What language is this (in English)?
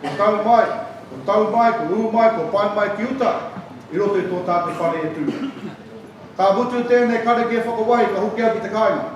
Māori